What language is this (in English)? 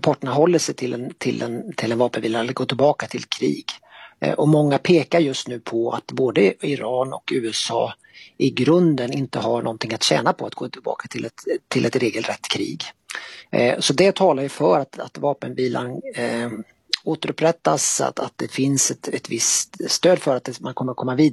Swedish